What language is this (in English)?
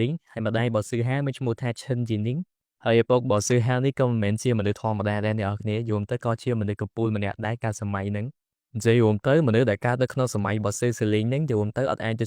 Khmer